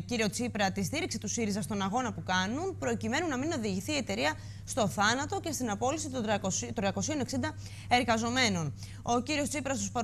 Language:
Greek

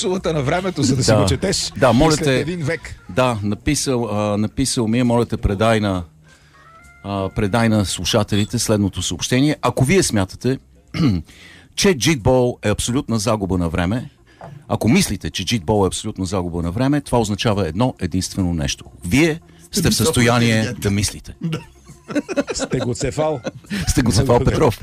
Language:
Bulgarian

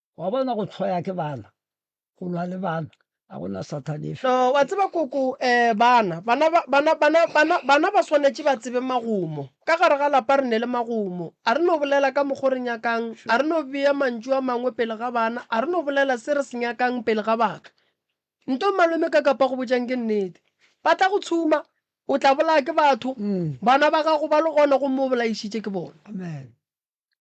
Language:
Northern Sotho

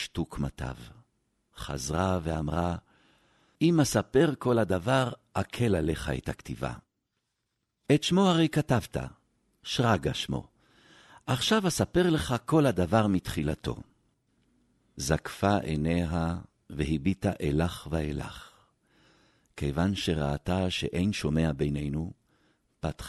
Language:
Hebrew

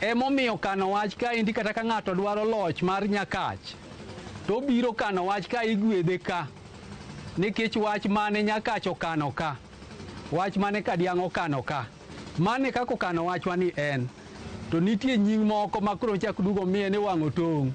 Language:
Luo (Kenya and Tanzania)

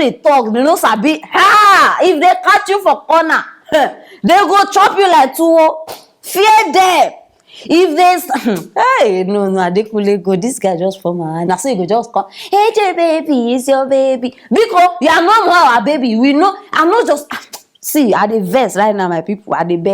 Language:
Nigerian Pidgin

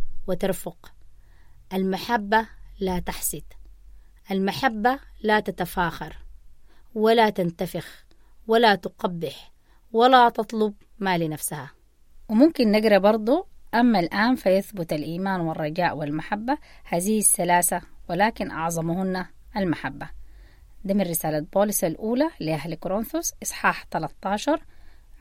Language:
Sudanese Arabic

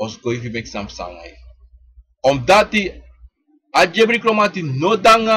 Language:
Sranan Tongo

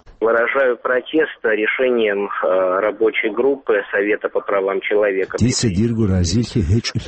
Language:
Avaric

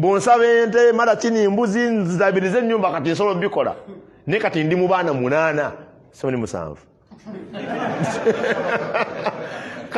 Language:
Ganda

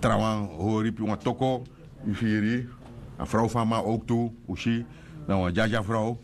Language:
Sranan Tongo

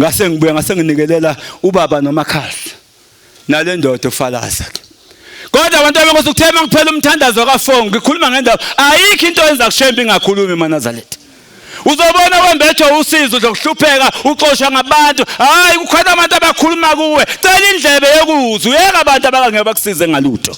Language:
Zulu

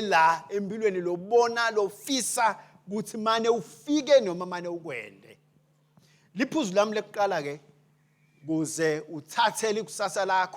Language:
Swati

